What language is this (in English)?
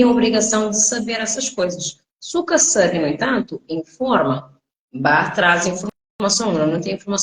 Kabuverdianu